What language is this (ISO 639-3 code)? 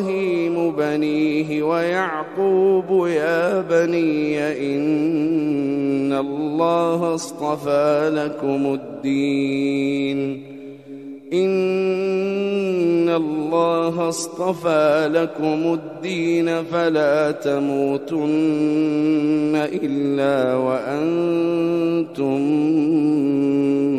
ara